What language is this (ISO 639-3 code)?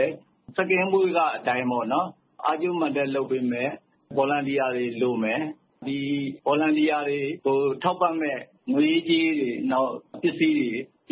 mya